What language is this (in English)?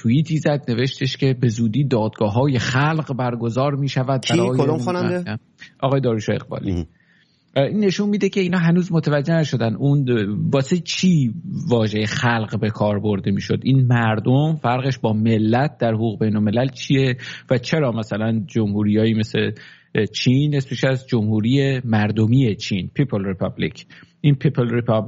Persian